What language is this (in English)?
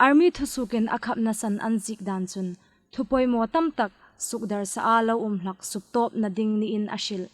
Hmar